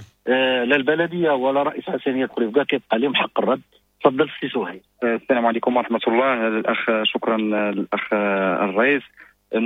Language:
Moroccan Arabic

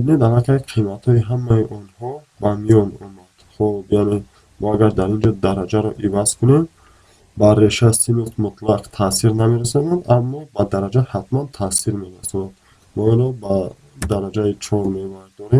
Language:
Tajik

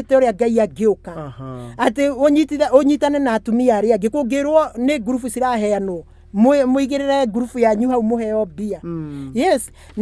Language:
Kikuyu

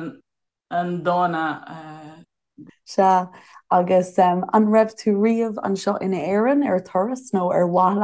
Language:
Irish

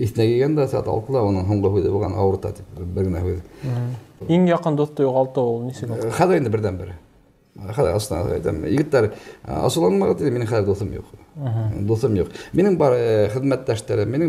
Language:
Bashkir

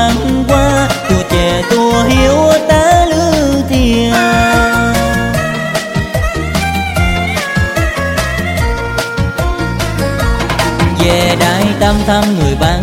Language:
Vietnamese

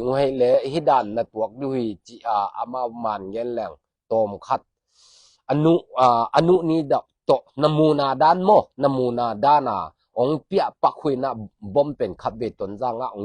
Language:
Tedim Chin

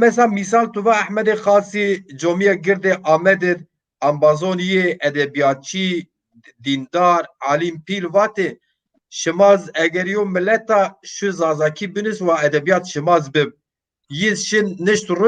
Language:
Zaza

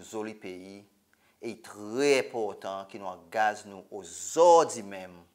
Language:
Seselwa Creole French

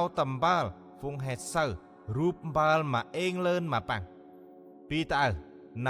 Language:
Central Mnong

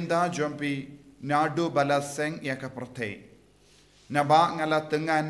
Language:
Khasi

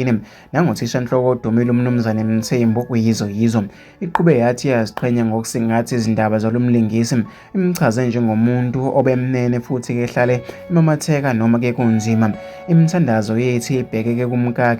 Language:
Zulu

